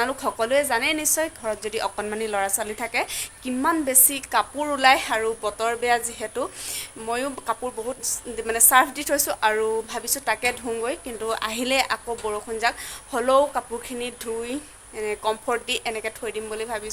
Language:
Assamese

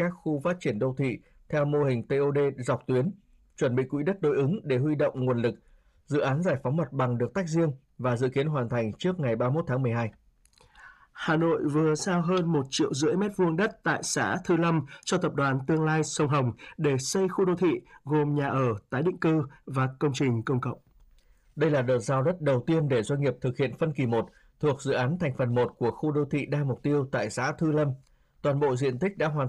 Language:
Vietnamese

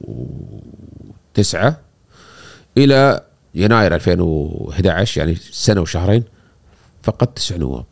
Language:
Gulf Arabic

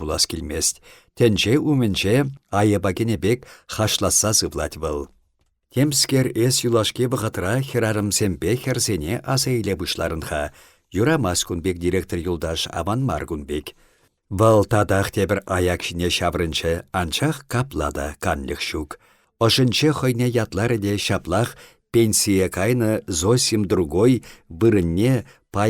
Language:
Chuvash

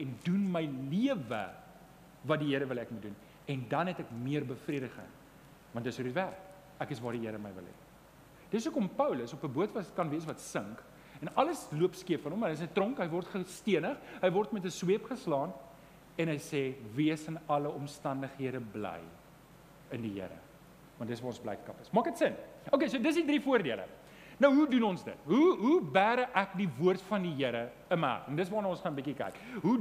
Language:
Afrikaans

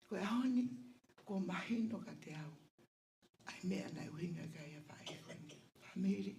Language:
Tongan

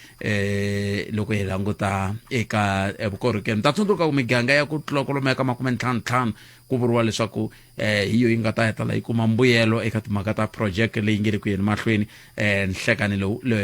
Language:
Tsonga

